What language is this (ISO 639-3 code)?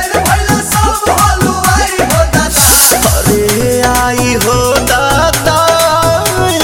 bho